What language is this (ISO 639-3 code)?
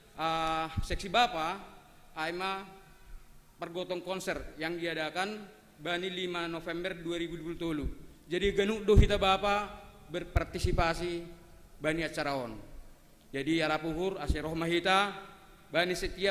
bts